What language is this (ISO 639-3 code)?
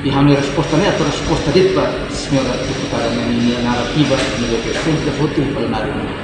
tet